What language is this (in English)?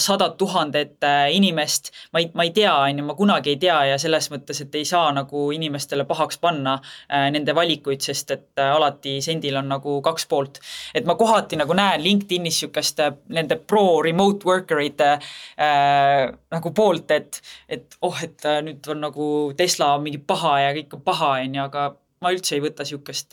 Estonian